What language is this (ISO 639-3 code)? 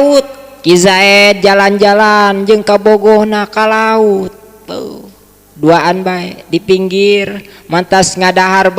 sun